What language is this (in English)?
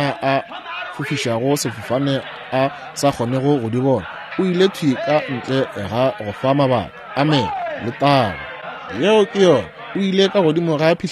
Northern Sotho